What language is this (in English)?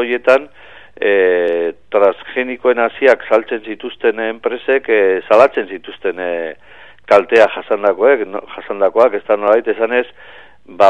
Basque